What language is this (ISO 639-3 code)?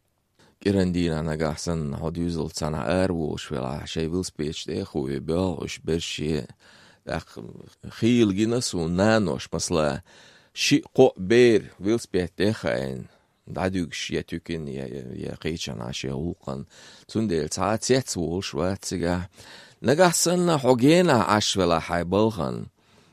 che